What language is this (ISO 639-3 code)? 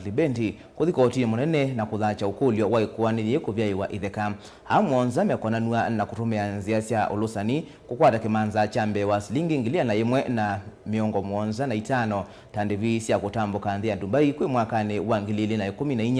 kam